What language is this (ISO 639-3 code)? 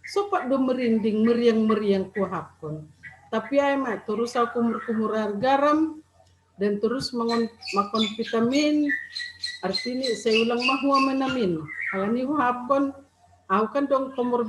bts